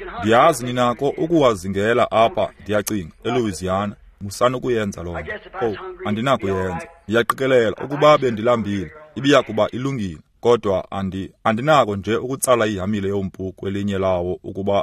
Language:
Xhosa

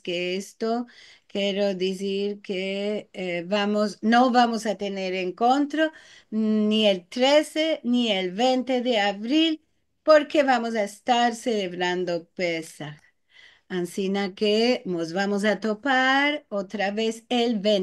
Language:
Ladino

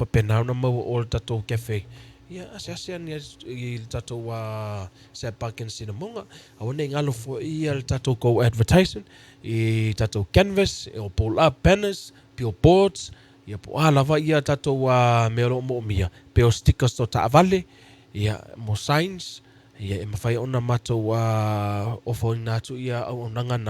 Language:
Samoan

